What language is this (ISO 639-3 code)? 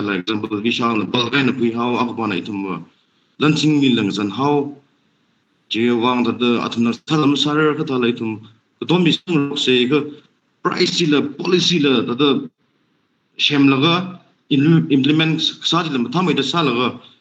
nmf